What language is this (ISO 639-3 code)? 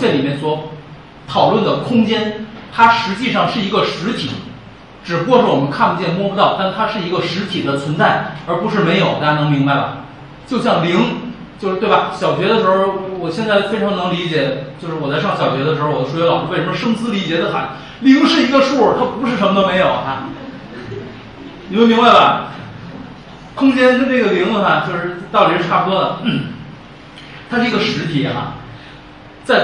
zho